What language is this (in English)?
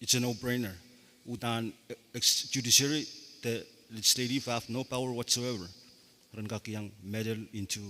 Pohnpeian